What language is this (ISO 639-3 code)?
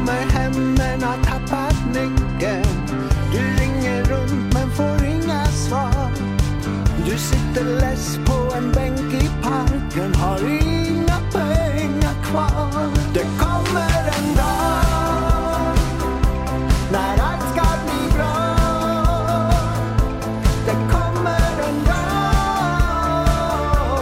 swe